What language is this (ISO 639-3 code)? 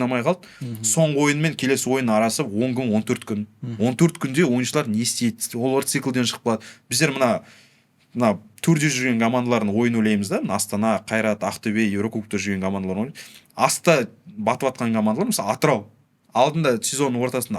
kaz